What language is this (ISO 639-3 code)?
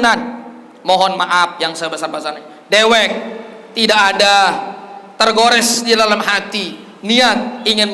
sas